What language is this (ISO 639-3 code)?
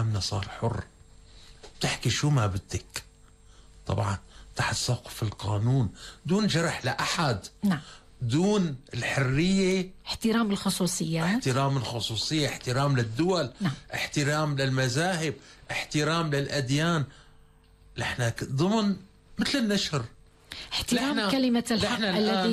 apc